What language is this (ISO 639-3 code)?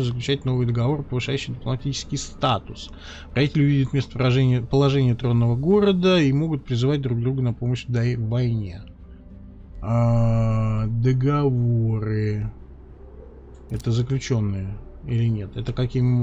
rus